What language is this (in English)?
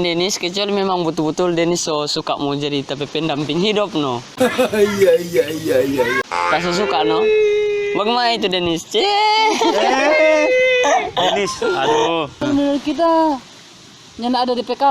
Manado Malay